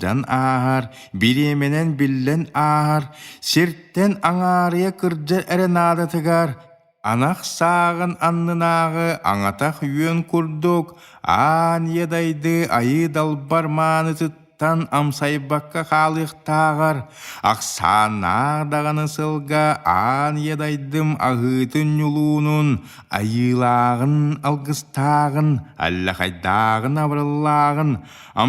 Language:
Yakut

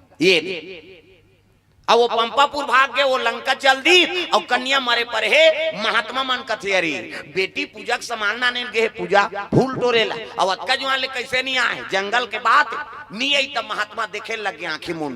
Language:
Chhattisgarhi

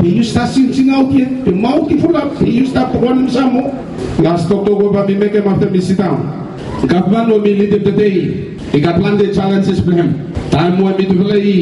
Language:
Bislama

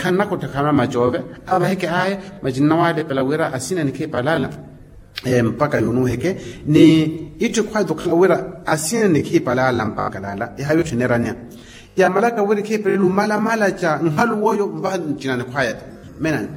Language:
Makhuwa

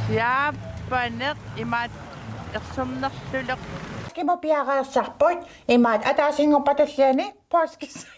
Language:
Kalaallisut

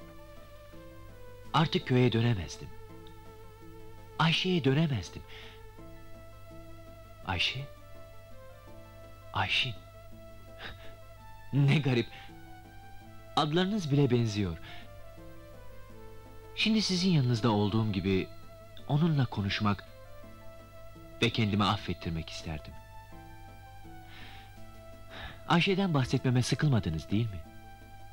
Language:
Turkish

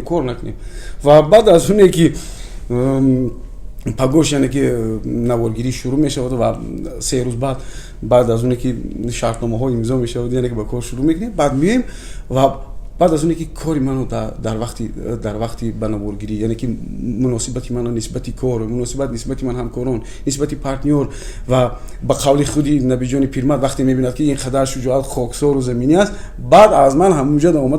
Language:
Tajik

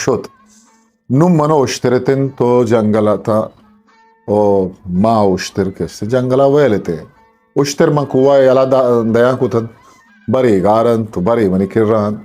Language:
Eastern Balochi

